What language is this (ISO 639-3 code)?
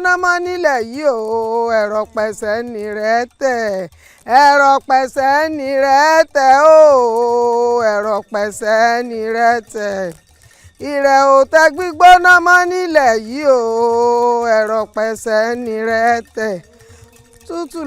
yor